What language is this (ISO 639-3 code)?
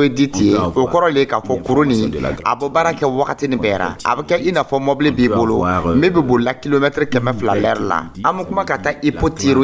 dyu